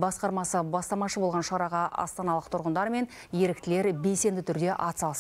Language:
Kazakh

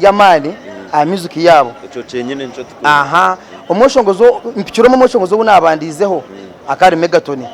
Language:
Nyankole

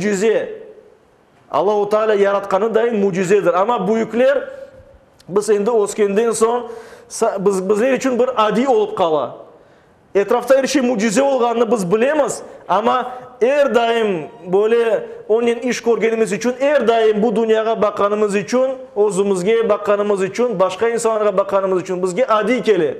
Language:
Crimean Tatar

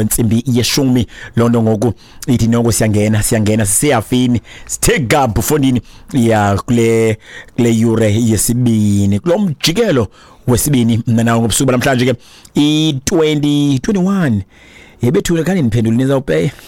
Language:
Xhosa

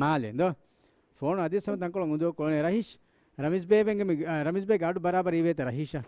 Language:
Divehi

